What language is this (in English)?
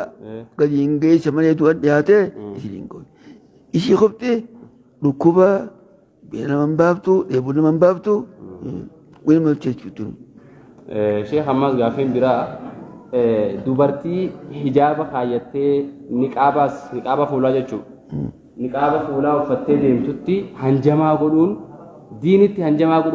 Oromo